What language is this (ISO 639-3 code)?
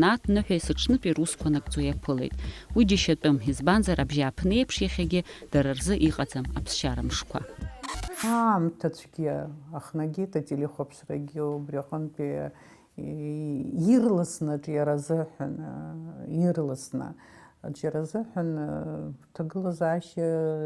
abk